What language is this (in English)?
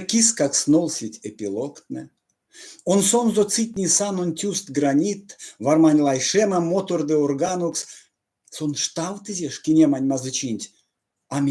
Erzya